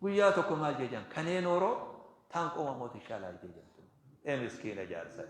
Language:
Oromo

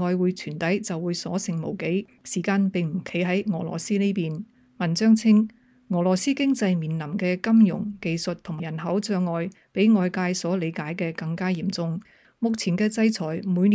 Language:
Cantonese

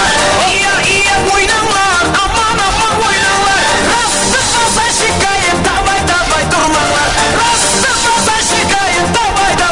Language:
Kara-Kalpak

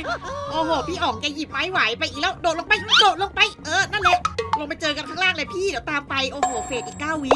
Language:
Thai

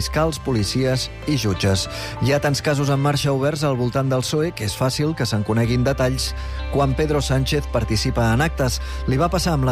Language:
Catalan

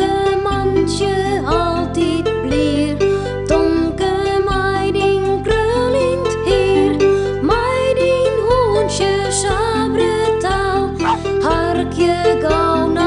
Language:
Western Frisian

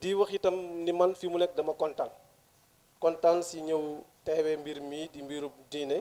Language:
Wolof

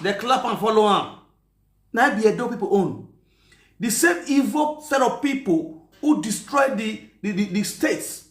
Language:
Nigerian Pidgin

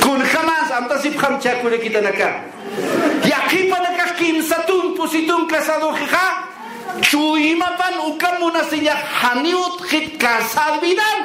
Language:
Aymara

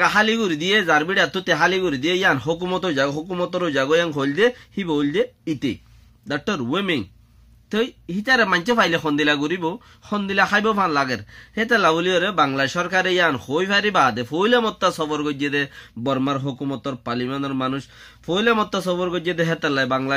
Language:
Rohingya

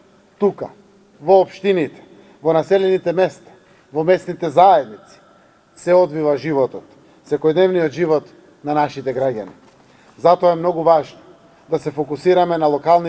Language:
Macedonian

